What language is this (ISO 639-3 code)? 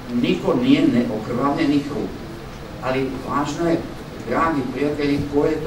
srp